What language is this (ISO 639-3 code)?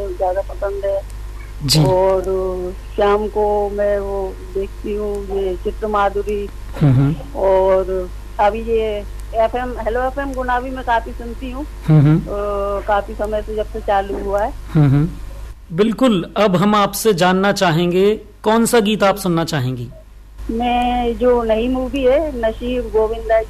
hin